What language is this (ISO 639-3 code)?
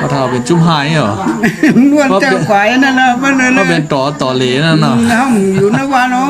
shn